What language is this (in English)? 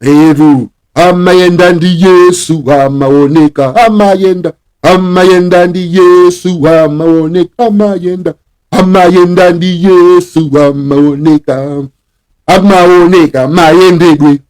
Nyanja